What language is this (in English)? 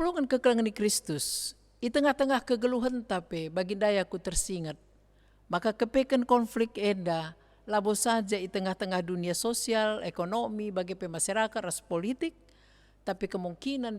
Batak Karo